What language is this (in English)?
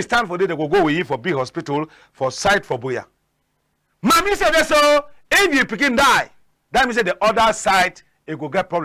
Cameroon Pidgin